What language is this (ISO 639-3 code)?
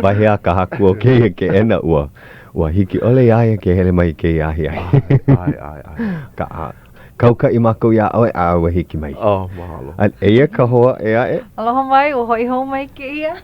haw